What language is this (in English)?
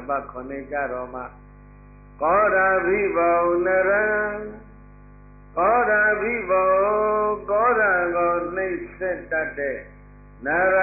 Burmese